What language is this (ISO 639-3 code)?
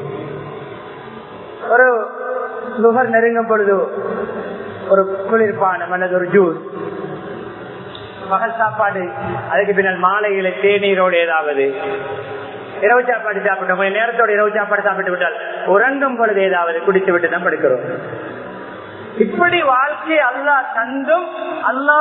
tam